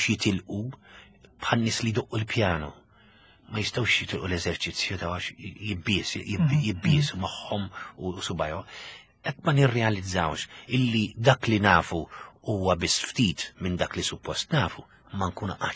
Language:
Maltese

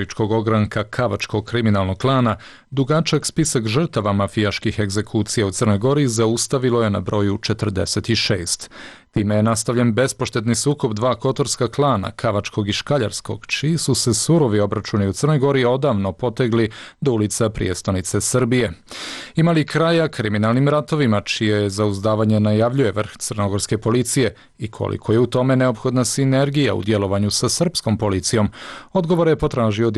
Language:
Croatian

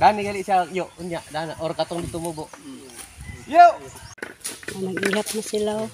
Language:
Cebuano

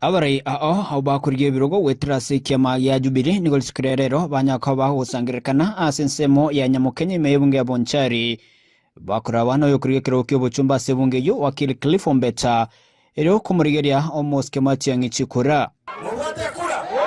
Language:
Gusii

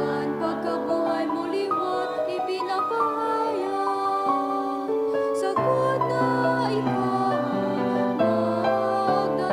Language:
Bikol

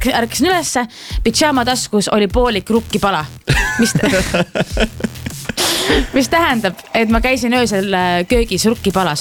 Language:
Estonian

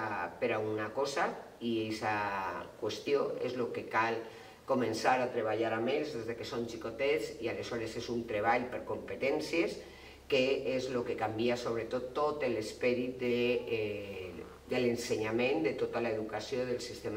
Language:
Catalan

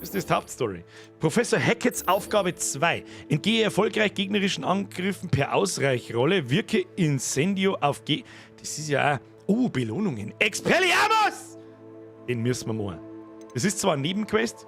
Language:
Bavarian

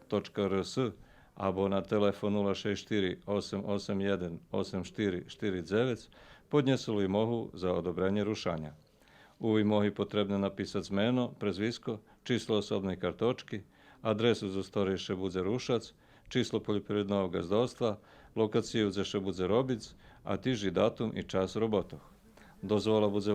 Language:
Rusyn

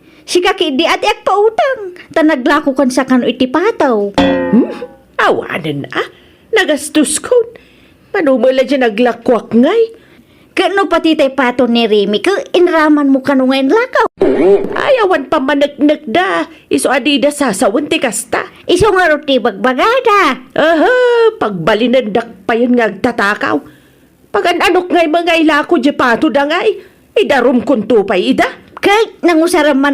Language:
Iloko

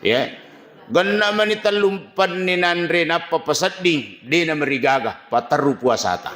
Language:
Buginese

